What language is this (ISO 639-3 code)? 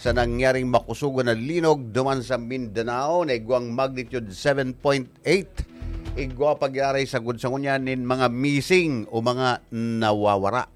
bik